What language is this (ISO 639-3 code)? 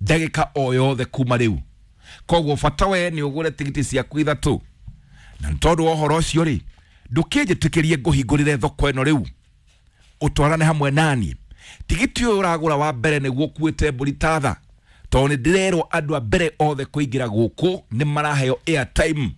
kik